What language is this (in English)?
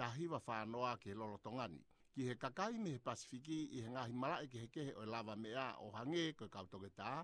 Tongan